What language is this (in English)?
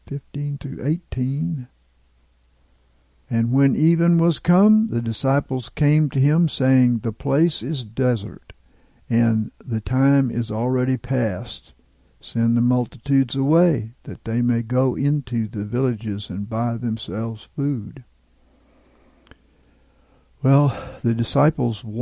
English